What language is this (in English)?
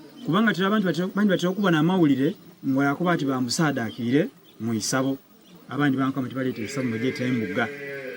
Soga